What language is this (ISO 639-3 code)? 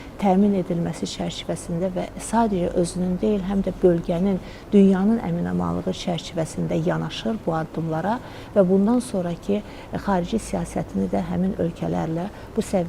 aze